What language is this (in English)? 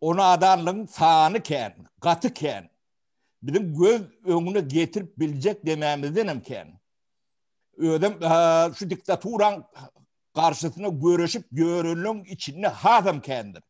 Turkmen